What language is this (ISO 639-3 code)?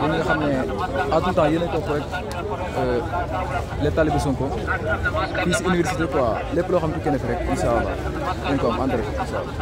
wol